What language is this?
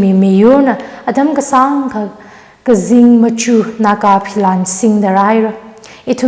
Tangkhul Naga (India)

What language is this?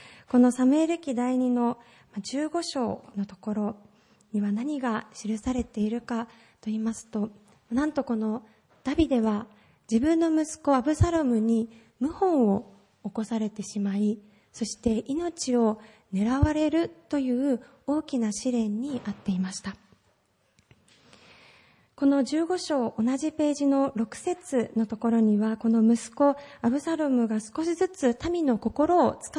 Japanese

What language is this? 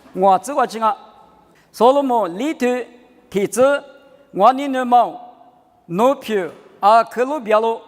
Lisu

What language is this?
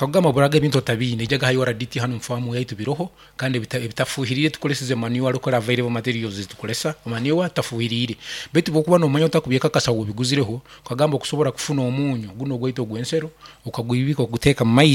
Nyoro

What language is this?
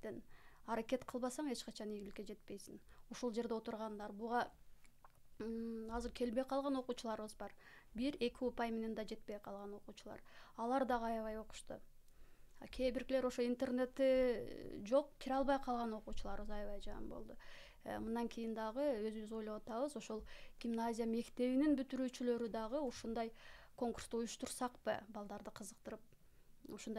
Kyrgyz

